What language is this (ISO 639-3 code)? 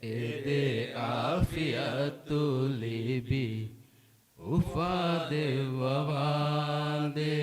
div